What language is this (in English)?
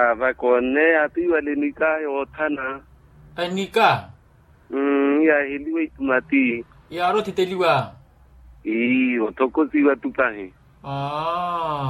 Makhuwa